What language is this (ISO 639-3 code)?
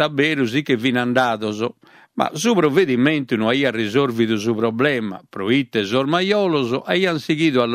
srd